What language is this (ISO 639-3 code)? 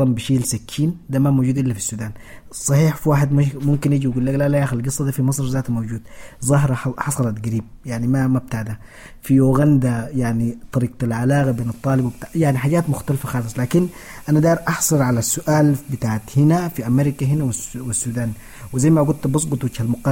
apd